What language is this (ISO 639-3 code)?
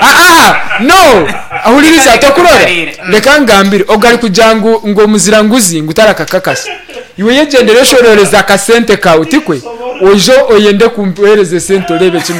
nyn